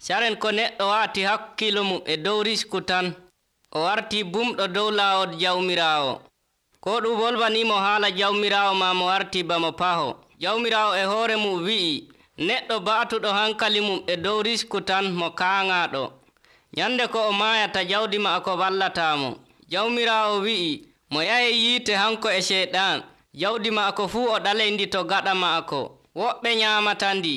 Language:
Nigerian Fulfulde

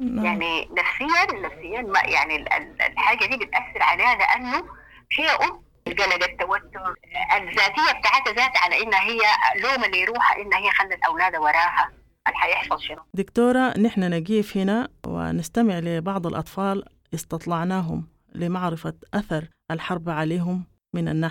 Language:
Sudanese Arabic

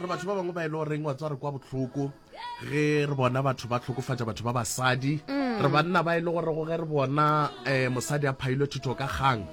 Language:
Northern Sotho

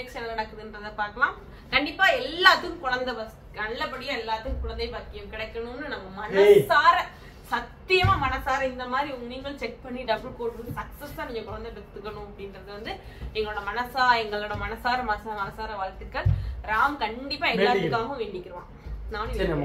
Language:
Tamil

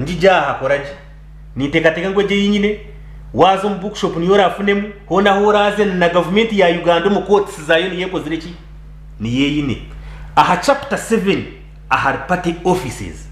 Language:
Nyankole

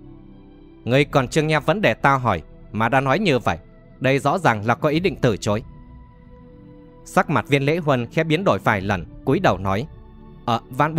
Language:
Vietnamese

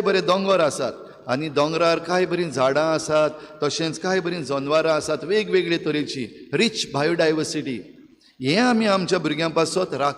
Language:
Konkani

